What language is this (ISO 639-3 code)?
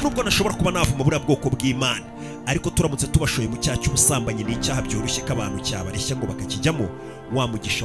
kin